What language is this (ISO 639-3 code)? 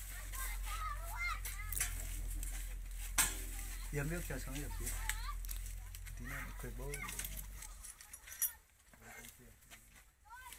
vie